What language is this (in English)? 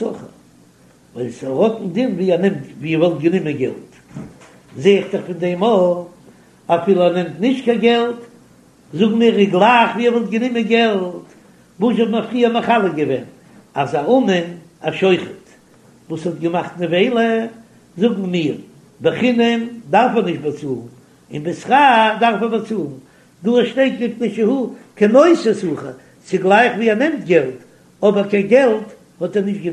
Yiddish